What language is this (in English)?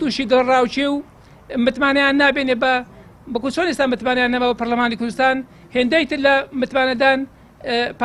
Central Kurdish